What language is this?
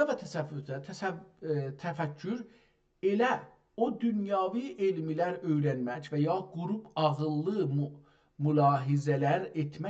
South Azerbaijani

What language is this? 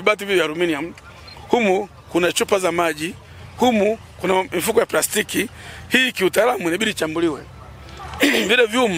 Swahili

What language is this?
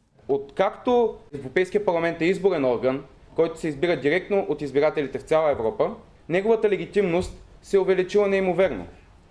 Bulgarian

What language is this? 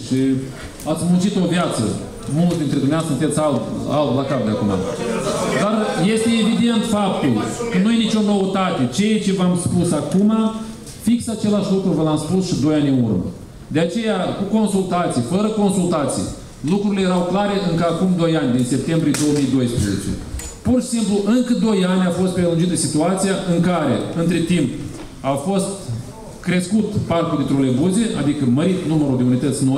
Romanian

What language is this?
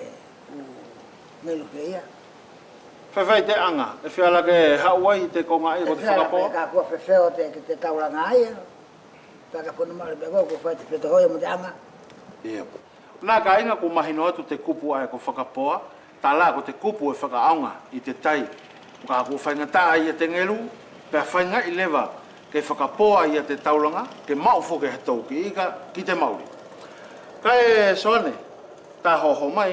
Wallisian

